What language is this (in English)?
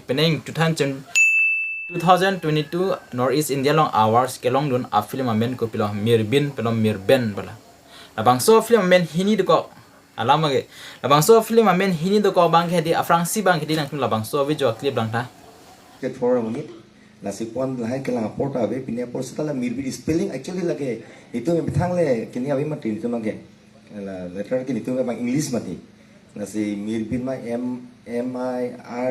Karbi